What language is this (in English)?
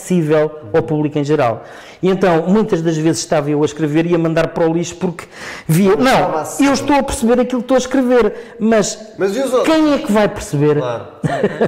Portuguese